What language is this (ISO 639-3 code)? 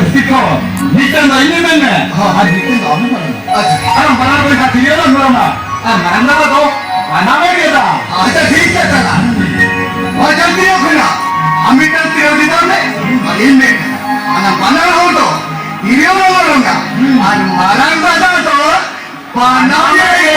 sat